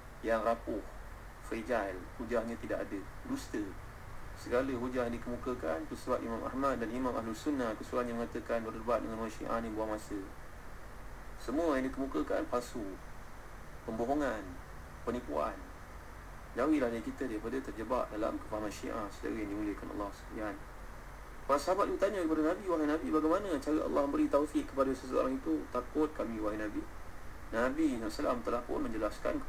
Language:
Malay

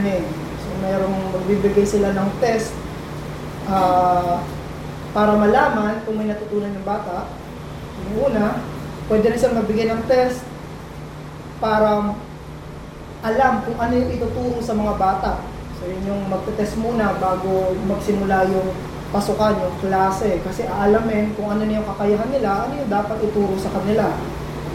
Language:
Filipino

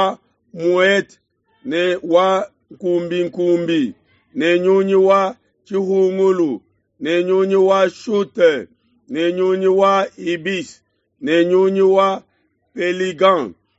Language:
Luba-Lulua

